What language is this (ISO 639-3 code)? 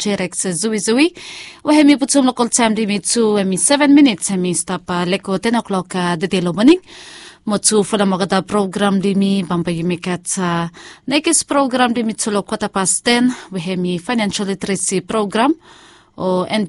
bis